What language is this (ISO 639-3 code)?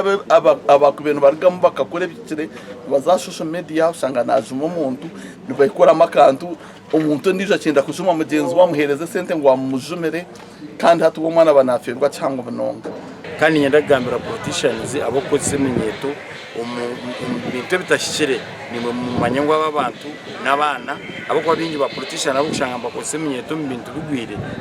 nyn